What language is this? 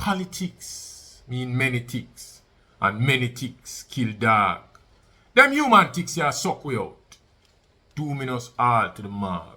Jamaican Creole English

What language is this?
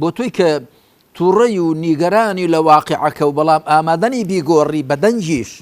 Central Kurdish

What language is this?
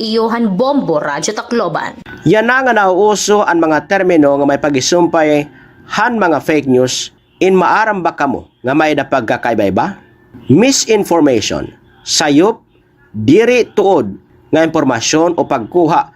Waray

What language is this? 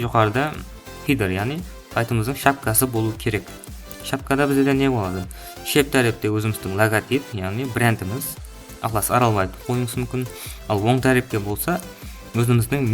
Kara-Kalpak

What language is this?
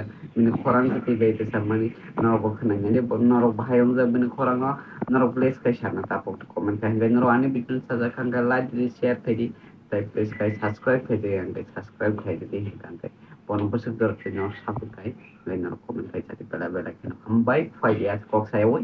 Kok Borok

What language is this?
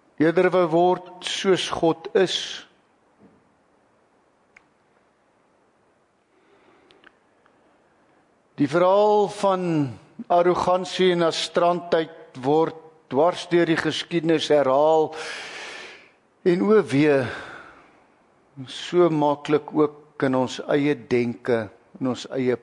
Afrikaans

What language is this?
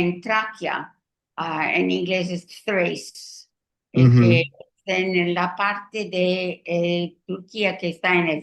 Ladino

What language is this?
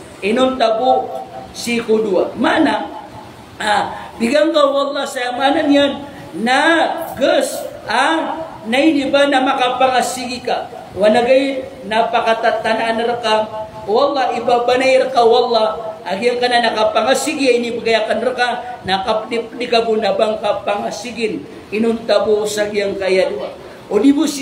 Maranao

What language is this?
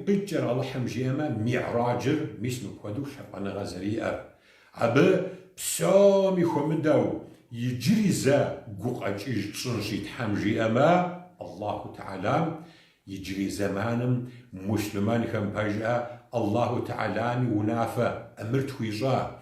Kabardian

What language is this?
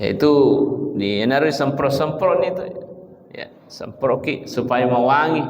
Buginese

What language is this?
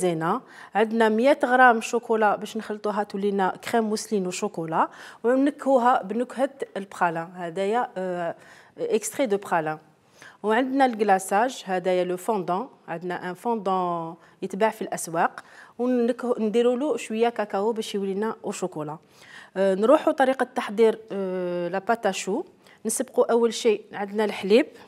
Algerian Arabic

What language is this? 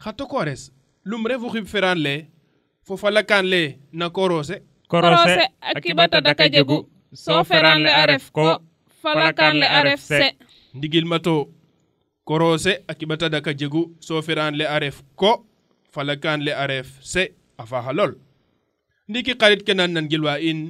Serer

